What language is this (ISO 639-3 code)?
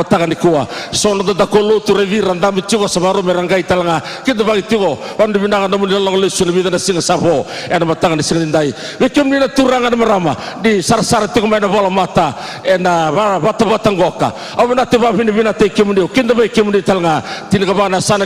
fij